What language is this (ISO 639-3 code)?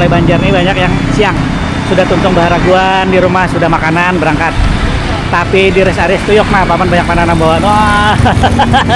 bjn